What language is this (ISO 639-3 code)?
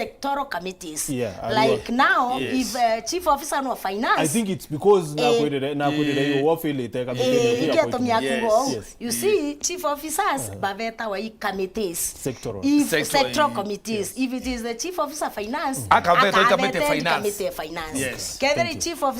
mer